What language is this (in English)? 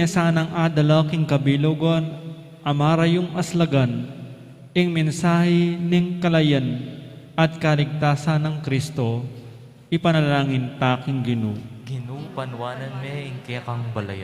Pampanga